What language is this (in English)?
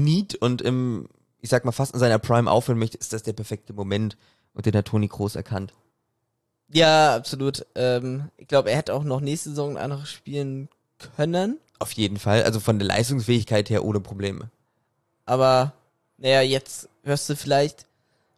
German